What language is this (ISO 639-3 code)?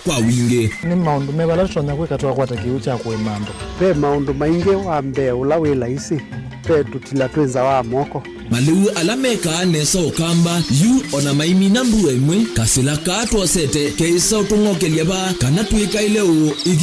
kam